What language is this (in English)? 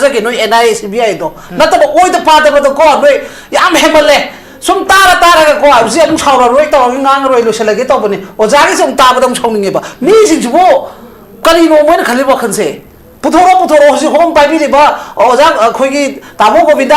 Manipuri